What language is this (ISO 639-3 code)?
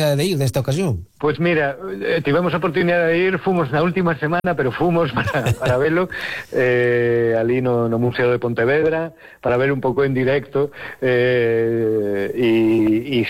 glg